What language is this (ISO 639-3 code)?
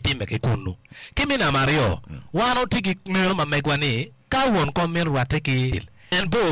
ach